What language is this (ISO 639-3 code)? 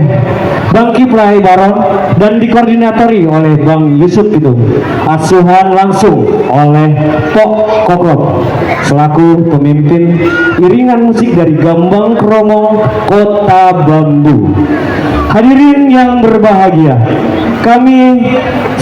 bew